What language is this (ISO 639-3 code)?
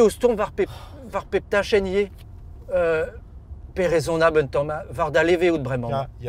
bre